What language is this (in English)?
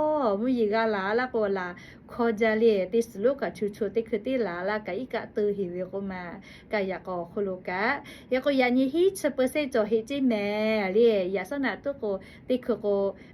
Lahu